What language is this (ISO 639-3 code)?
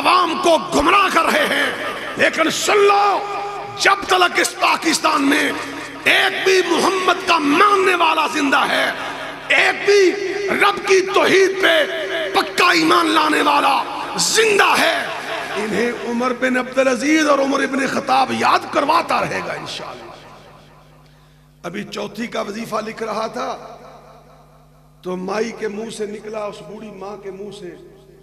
urd